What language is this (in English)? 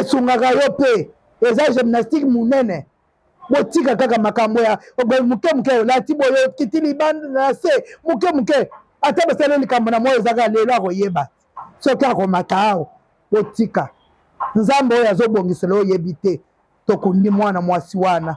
Lingala